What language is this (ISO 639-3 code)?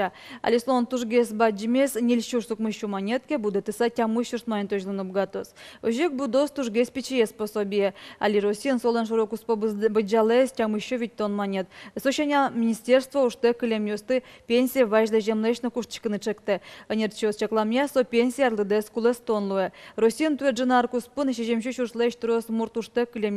udm